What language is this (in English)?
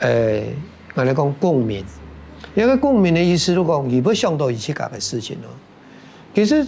Hakka Chinese